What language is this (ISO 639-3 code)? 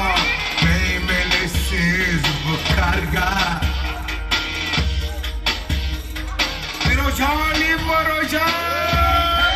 tur